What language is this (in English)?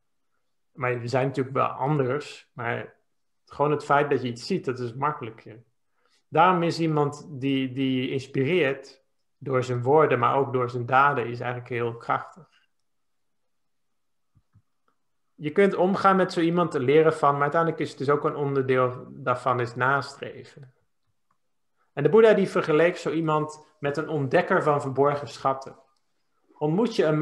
Dutch